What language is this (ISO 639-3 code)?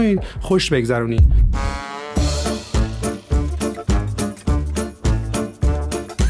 fas